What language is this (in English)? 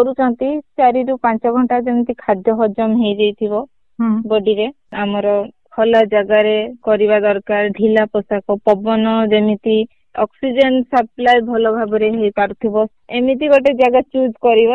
Odia